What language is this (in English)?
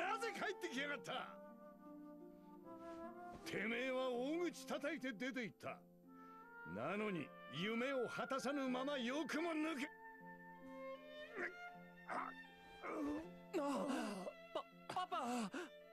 Japanese